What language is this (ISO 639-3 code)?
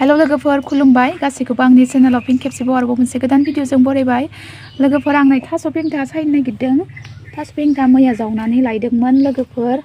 brx